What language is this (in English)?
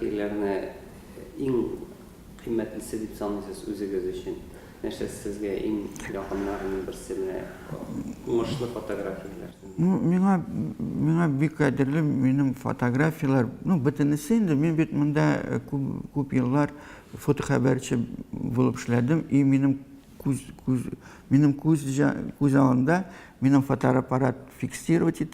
Tatar